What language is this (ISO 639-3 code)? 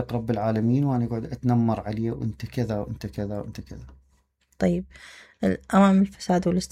acm